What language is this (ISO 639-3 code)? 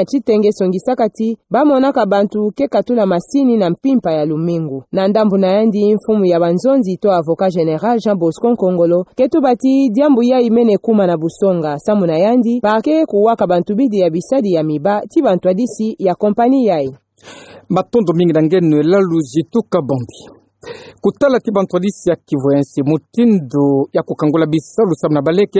ktu